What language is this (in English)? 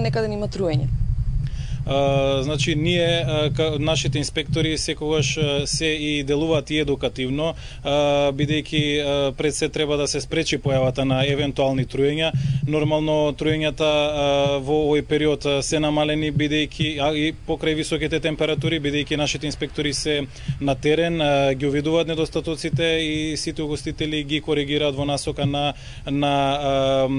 Macedonian